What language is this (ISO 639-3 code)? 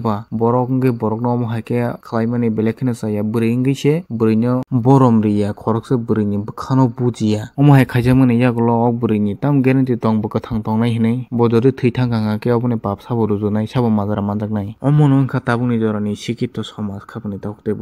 trp